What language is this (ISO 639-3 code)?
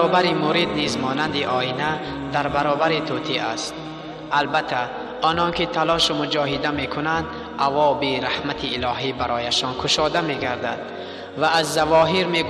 tgk